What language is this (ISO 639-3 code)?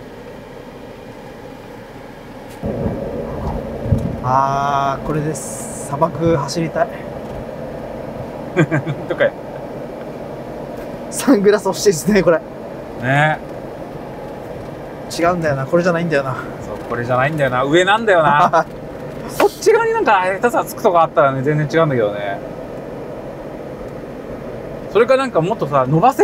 jpn